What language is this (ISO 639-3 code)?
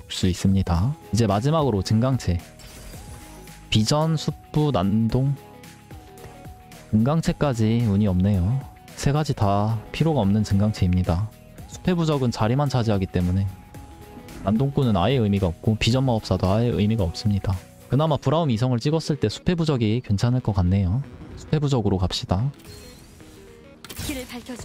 kor